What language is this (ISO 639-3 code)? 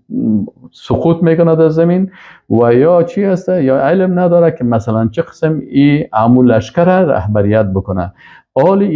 fas